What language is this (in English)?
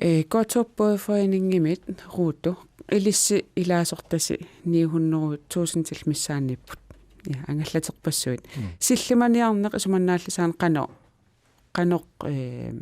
Kalaallisut